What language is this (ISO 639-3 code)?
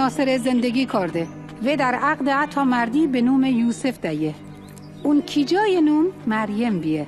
mzn